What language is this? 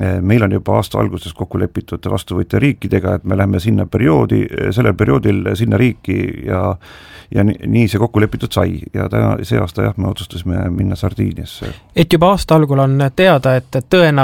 Estonian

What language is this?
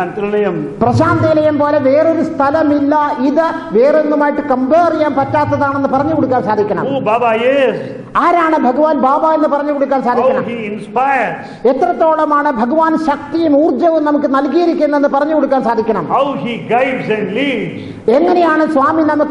Malayalam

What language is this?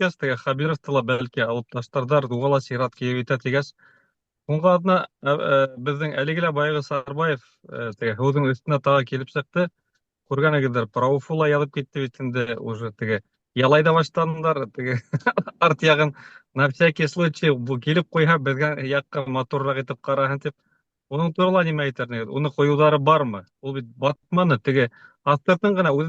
Bashkir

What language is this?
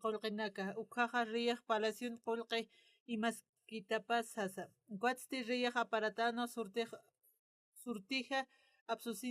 Aymara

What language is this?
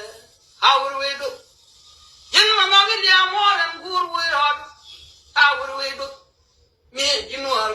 Nuer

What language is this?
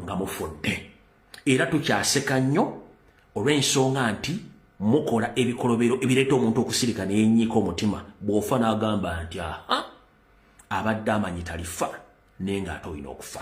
Ganda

